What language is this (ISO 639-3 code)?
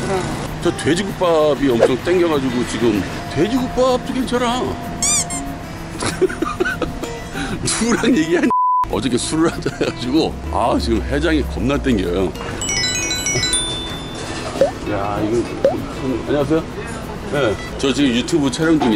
kor